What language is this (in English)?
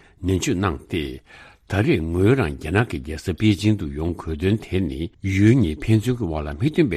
Tibetan